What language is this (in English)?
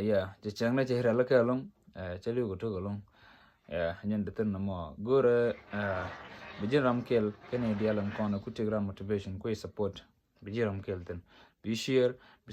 Nuer